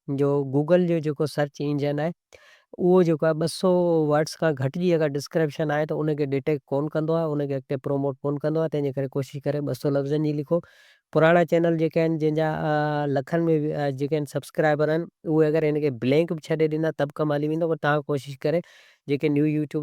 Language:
Sindhi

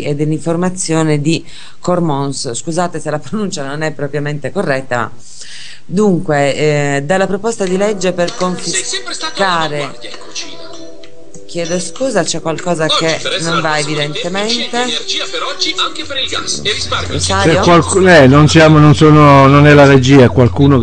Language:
Italian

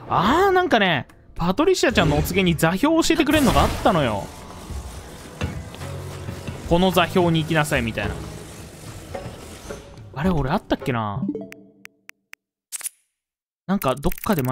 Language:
Japanese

